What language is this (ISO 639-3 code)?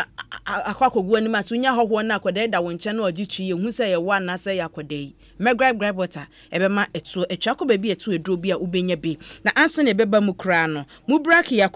aka